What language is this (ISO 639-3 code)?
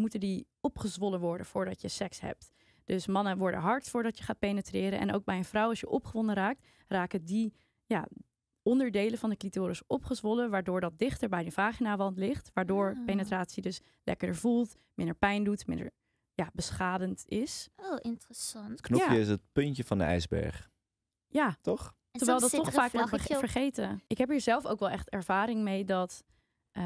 nld